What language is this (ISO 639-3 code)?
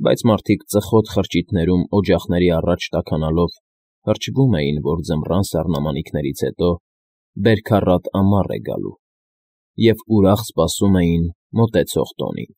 hye